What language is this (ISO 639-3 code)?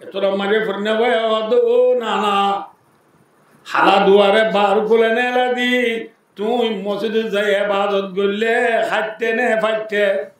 rhg